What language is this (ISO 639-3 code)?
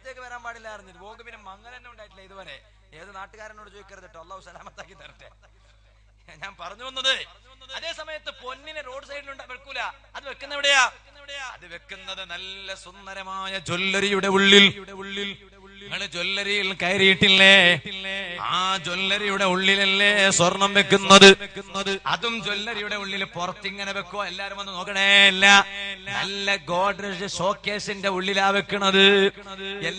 mal